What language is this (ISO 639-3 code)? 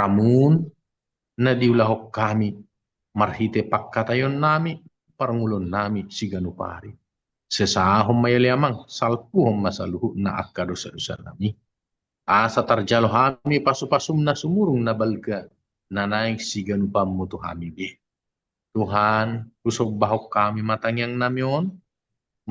bbc